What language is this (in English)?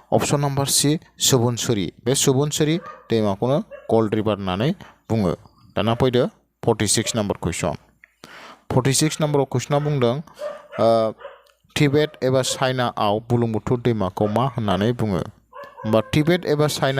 Bodo